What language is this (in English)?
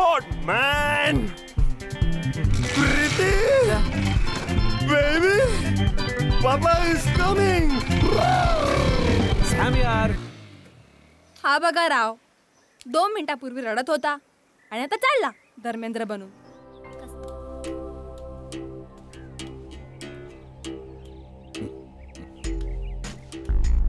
Marathi